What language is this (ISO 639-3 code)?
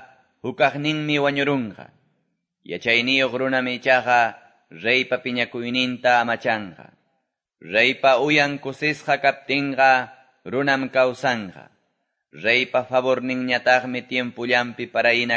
que